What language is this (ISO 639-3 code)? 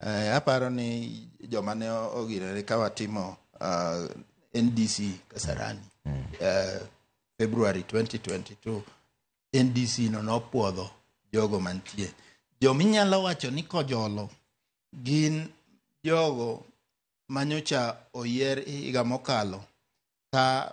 luo